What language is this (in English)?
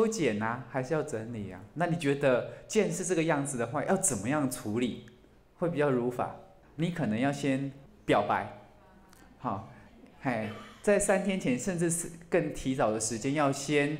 Chinese